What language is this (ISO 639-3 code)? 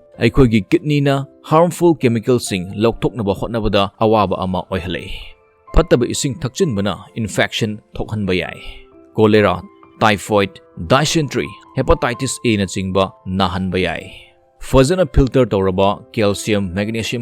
mni